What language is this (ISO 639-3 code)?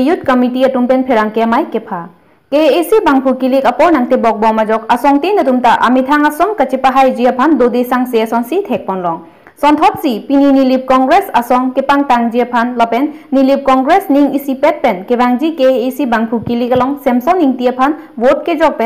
mjw